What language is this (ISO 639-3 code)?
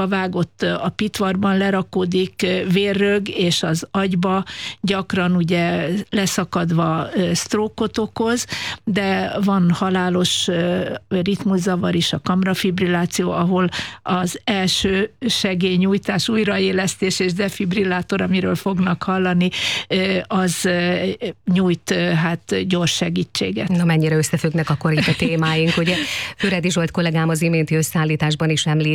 hun